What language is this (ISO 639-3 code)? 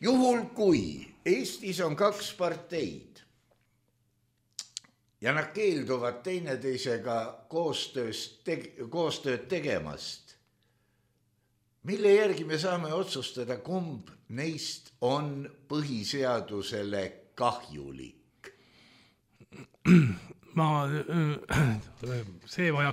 est